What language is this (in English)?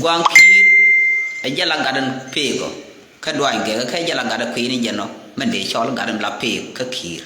Nuer